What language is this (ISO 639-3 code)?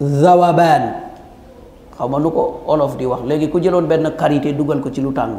wol